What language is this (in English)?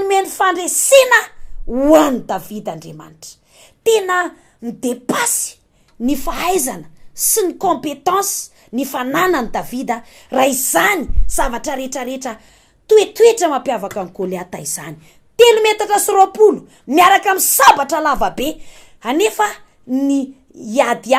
Malagasy